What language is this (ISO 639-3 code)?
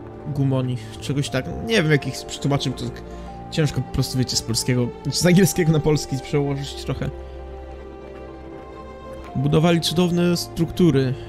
pol